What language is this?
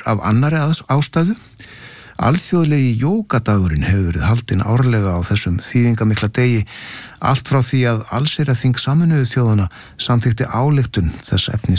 Icelandic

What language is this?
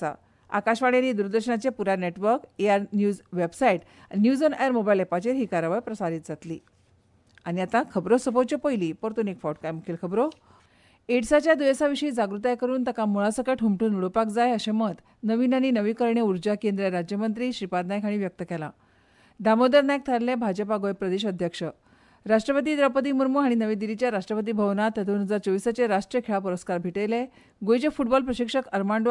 Konkani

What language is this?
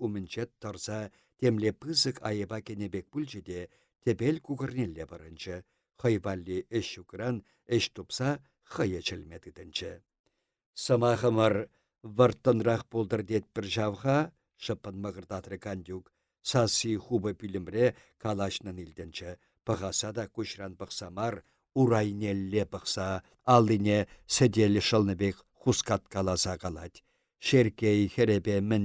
Chuvash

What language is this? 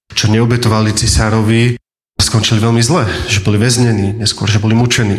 Slovak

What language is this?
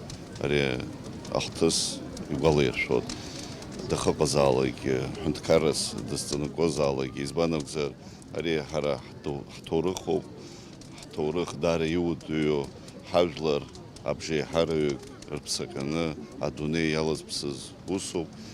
Abkhazian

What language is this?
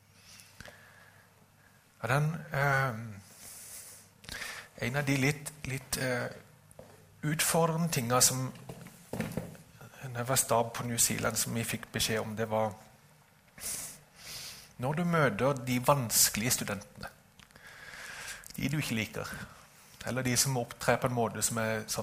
Norwegian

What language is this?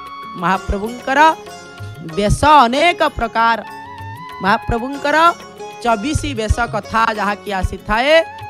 Odia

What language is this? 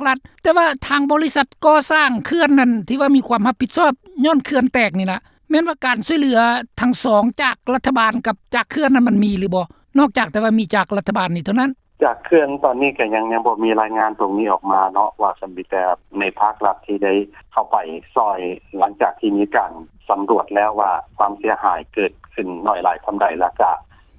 Lao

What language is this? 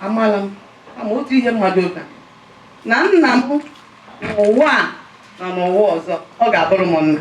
Igbo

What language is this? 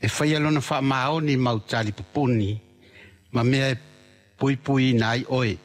Samoan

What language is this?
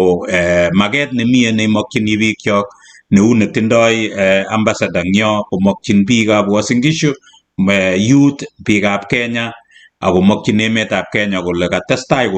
Kalenjin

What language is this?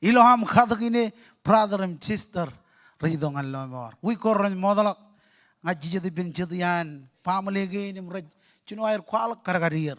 Marshallese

